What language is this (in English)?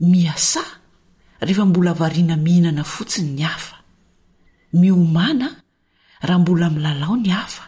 Malagasy